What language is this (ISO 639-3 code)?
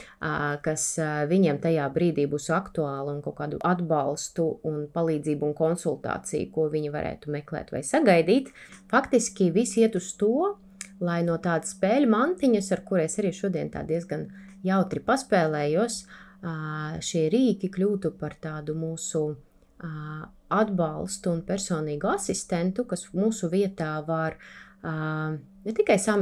lav